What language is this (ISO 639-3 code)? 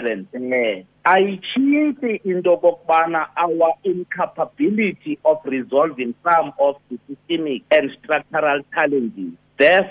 xho